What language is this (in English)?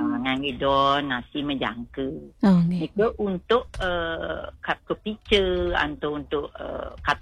Balinese